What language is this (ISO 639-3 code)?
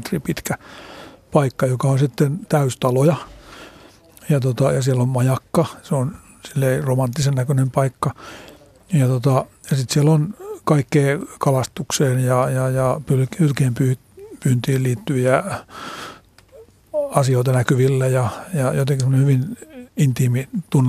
fin